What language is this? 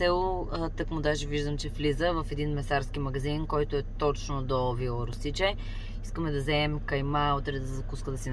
Bulgarian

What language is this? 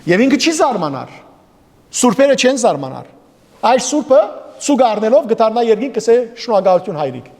Western Armenian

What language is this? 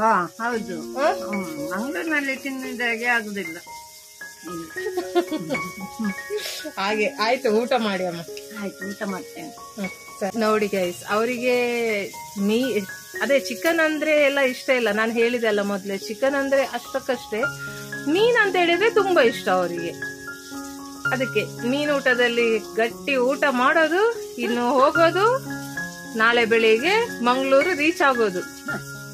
Kannada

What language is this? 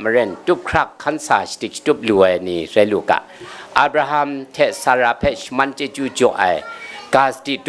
Kachin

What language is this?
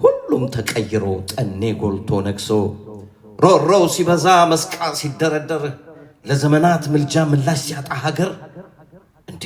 Amharic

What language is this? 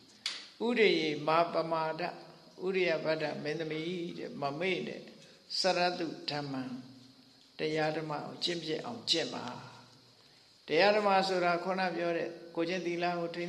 Burmese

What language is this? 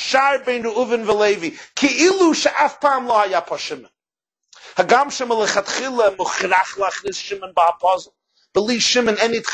Hebrew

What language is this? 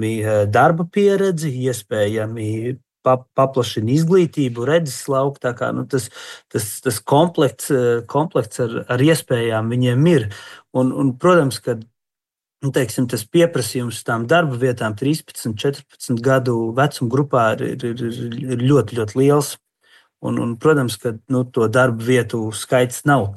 Latvian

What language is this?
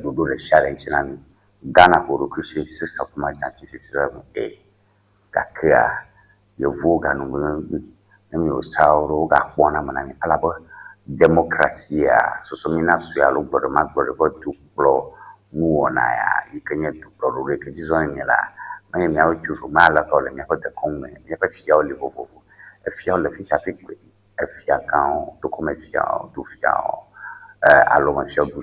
Ewe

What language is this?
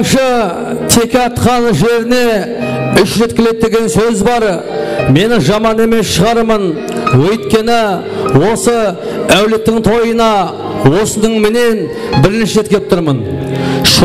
Kara-Kalpak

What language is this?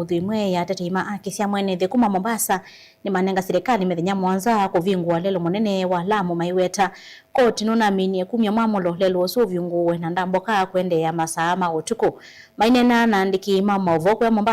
Kamba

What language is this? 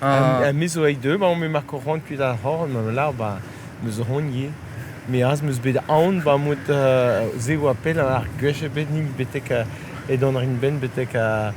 Breton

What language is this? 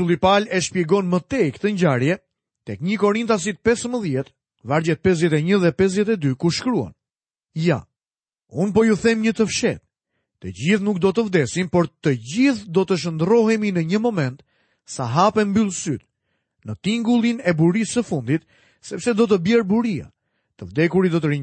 Albanian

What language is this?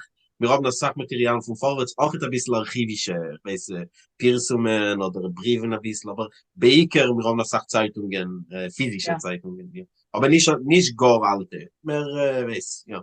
Yiddish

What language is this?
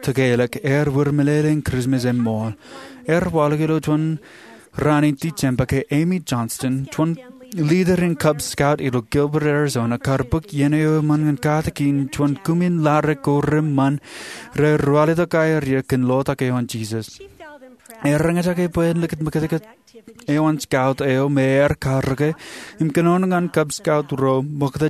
Marshallese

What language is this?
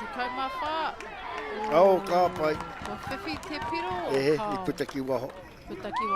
Māori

